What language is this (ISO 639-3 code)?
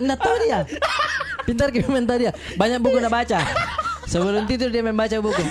mfp